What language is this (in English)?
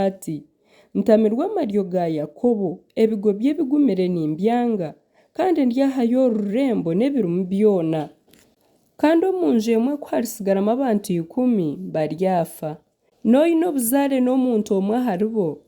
Nyankole